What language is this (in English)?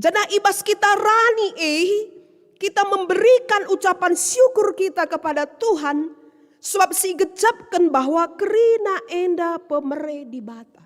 Batak Karo